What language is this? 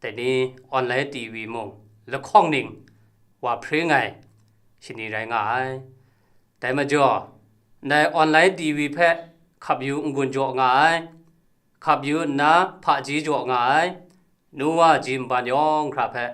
Kachin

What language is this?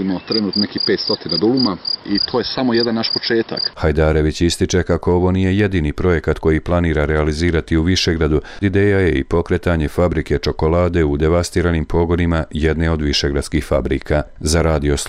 Bosnian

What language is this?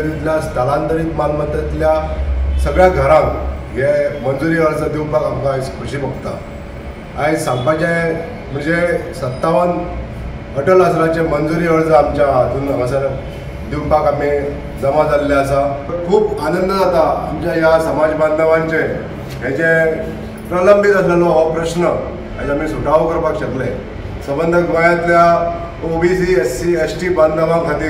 Konkani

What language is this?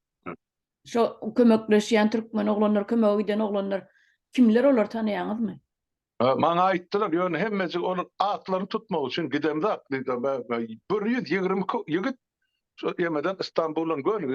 Turkmen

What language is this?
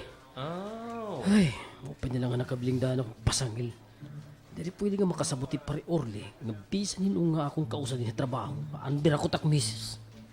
Waray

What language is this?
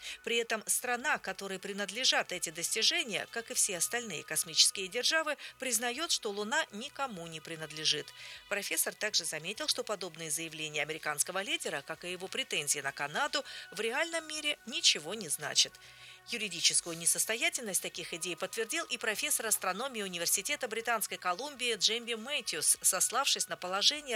Russian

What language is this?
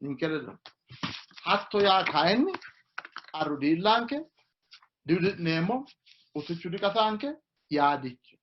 Sidamo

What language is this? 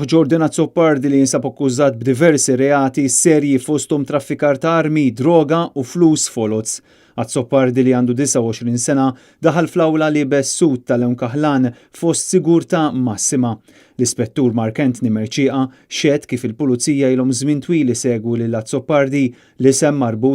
Maltese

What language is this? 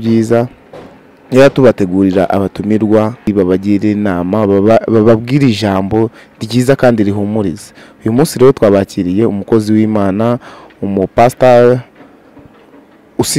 Kinyarwanda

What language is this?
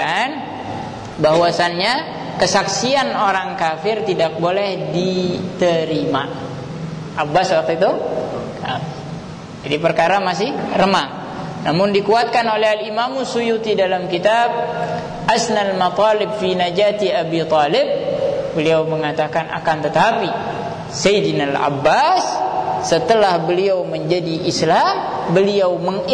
Indonesian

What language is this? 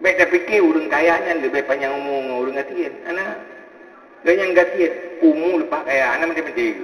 Achinese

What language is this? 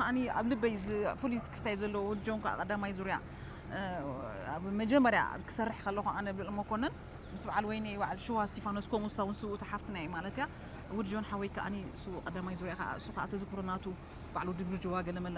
Tigrinya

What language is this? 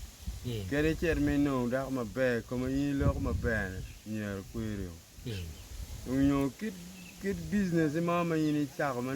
Acoli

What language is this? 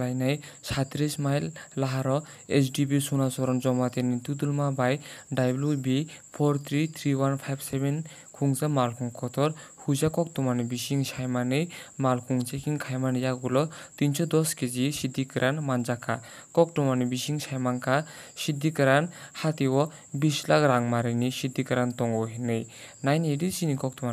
Kok Borok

